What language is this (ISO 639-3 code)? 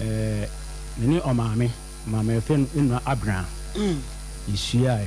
aka